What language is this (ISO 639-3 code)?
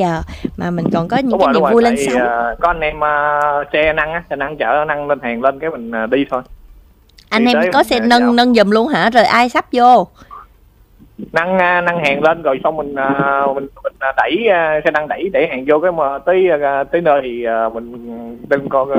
vie